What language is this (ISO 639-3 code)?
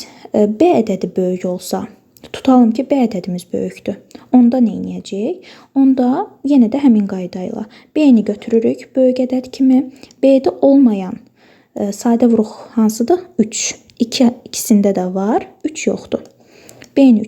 aze